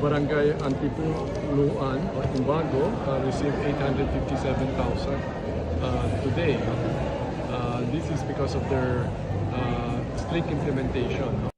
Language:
Hiligaynon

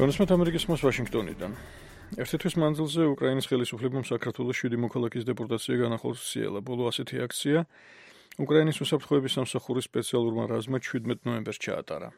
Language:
Georgian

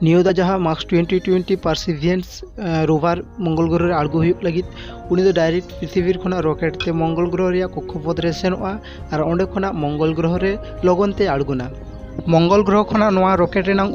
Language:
Santali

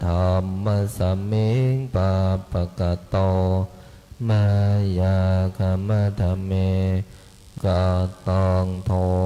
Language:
Pali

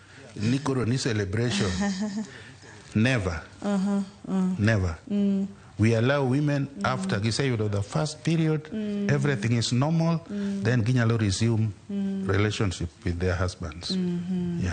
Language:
Luo (Kenya and Tanzania)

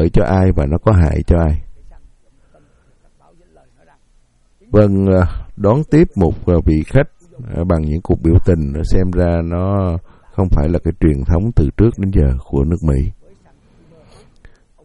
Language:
Vietnamese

